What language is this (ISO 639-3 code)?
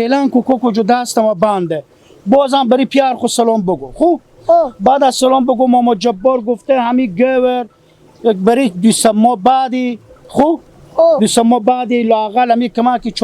haz